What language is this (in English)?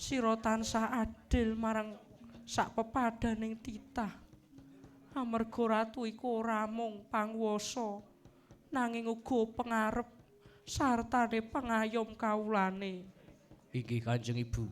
Javanese